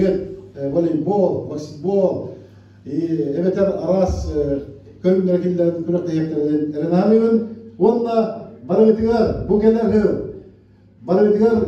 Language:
Yakut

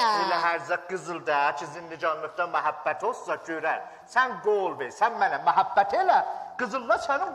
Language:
South Azerbaijani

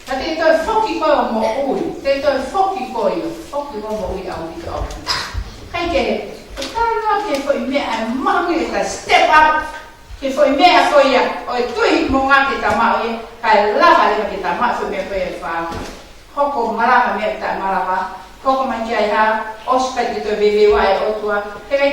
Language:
Tongan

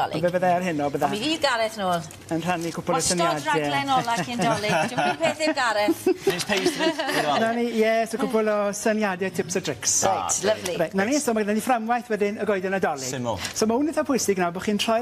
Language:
Welsh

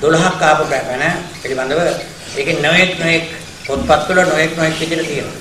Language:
Sinhala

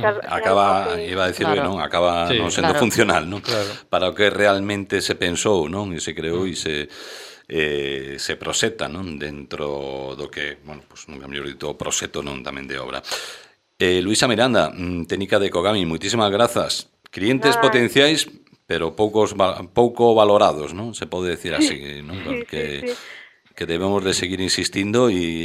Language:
Galician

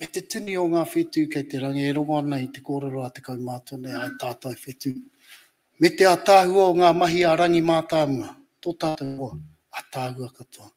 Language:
Māori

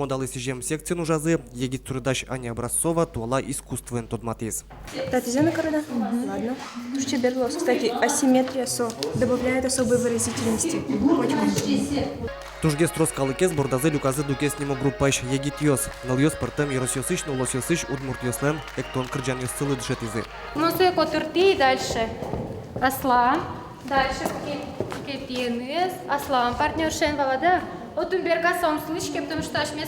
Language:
Udmurt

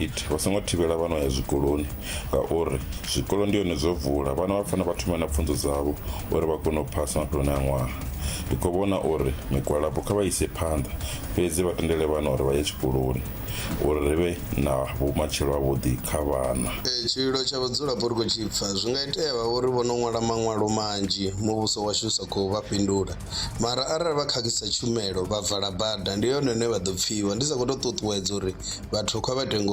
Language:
Venda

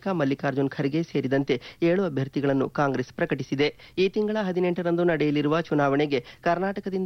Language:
Kannada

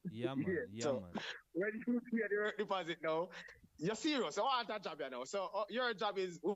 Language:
Jamaican Creole English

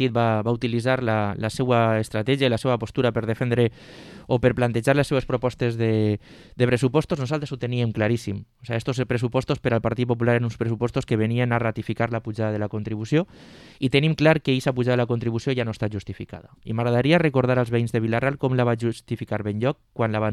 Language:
Catalan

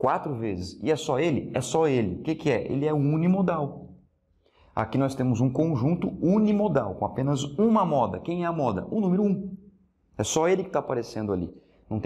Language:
Portuguese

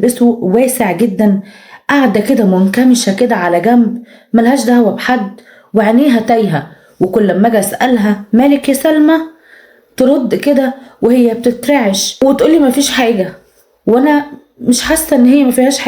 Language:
Egyptian Arabic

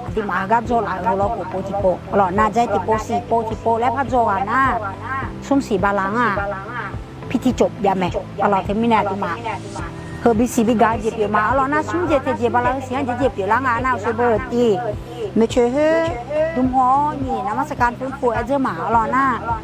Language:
Akha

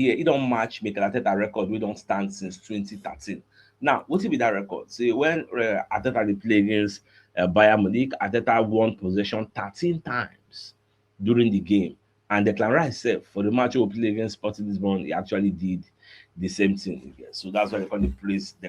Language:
Nigerian Pidgin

